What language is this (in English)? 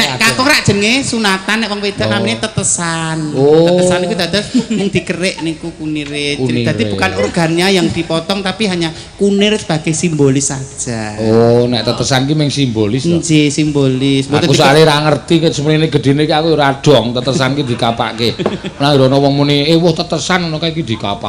Javanese